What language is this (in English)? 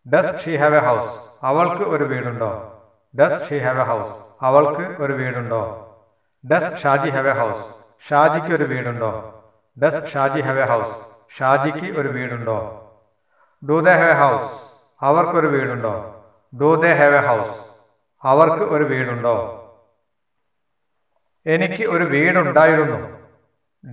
Malayalam